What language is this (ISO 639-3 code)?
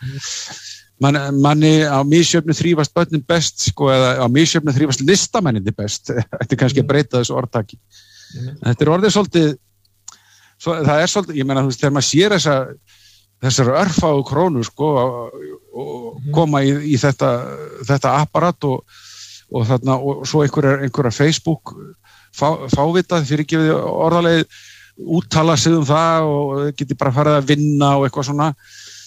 isl